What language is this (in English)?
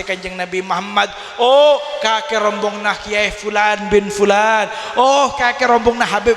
Madurese